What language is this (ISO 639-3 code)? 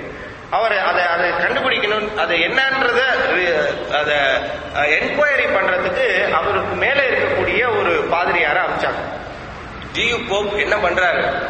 tam